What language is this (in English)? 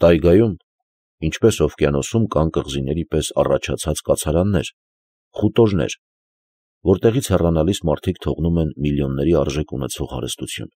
Armenian